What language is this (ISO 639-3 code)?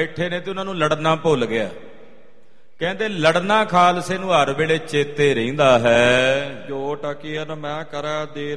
pan